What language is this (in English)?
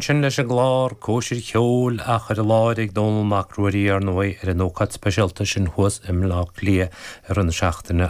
Irish